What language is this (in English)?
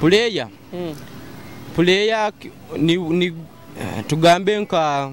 Nyoro